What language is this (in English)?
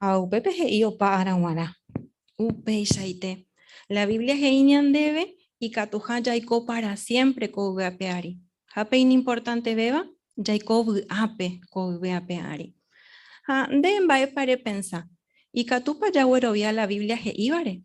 Guarani